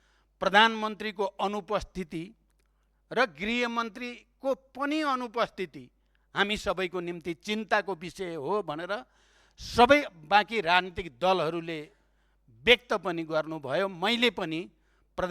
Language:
Nepali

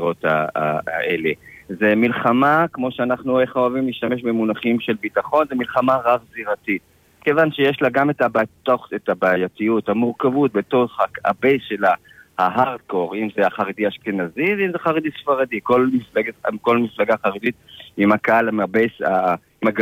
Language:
Hebrew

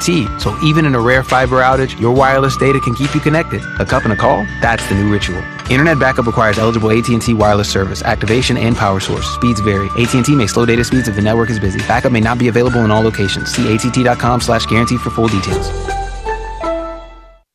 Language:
English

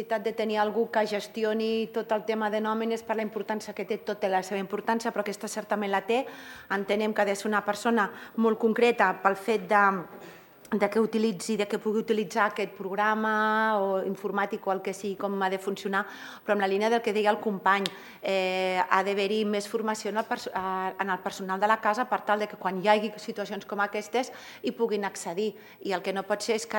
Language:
Catalan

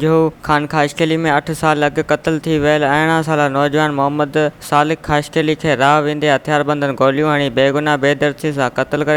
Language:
Sindhi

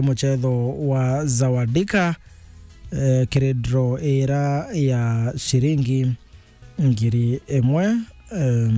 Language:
Meru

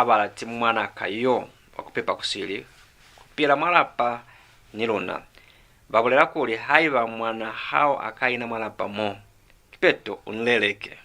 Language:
Lozi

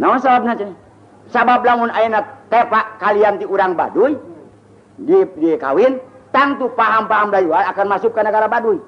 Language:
Sundanese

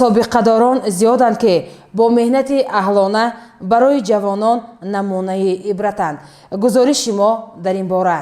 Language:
Tajik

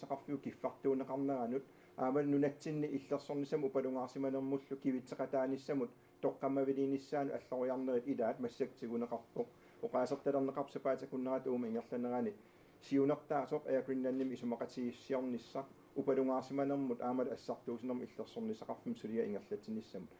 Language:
Kalaallisut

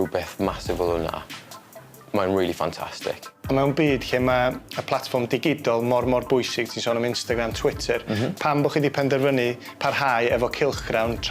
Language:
Welsh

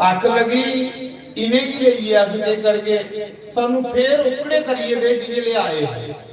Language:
Dogri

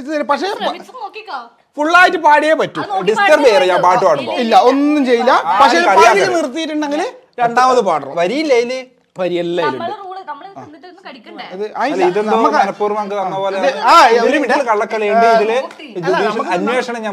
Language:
Malayalam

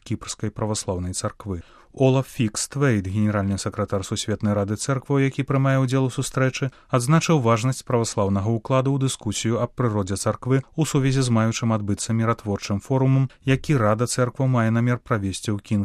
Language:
Belarusian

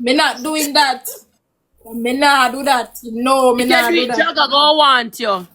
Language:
Jamaican Creole English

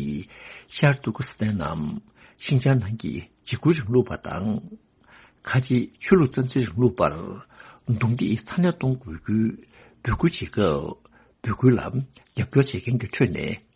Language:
Tibetan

